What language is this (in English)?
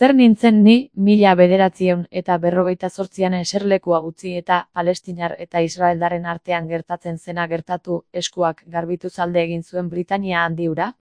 Basque